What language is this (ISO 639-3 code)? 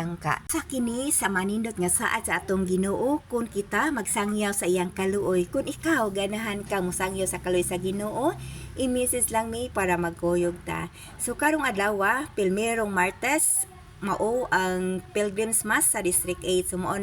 ceb